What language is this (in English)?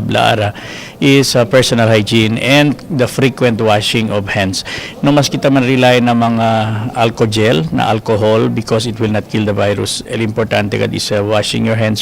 Chavacano